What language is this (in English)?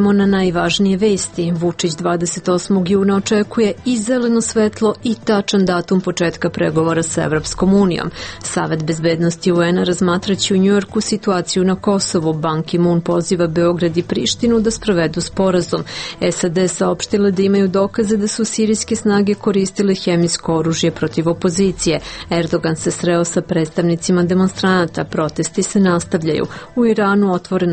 Serbian